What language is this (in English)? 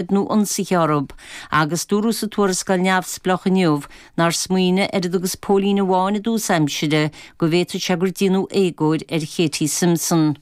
Irish